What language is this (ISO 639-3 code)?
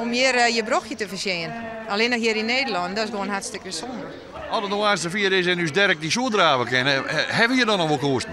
fry